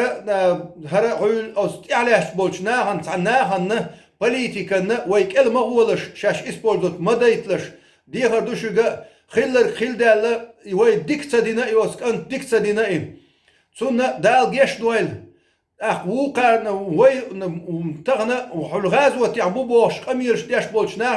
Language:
Chechen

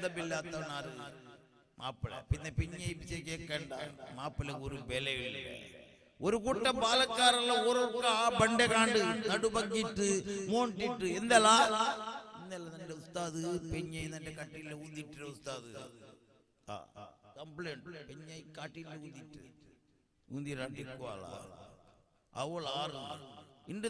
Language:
Malayalam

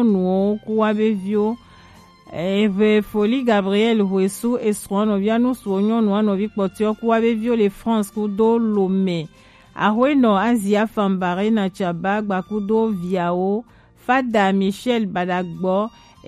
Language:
Gen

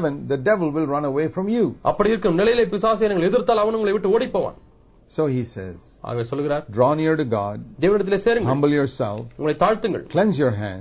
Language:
Tamil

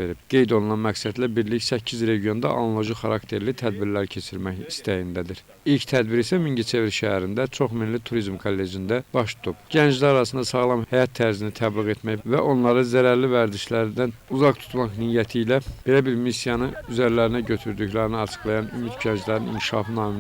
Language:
Azerbaijani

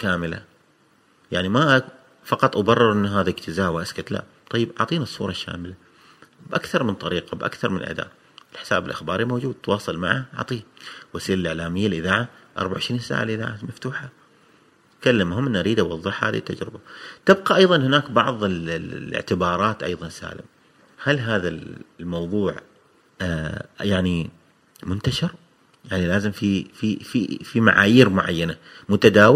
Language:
Gulf Arabic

